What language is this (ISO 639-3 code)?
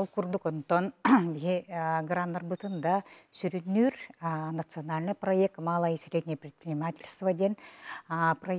sah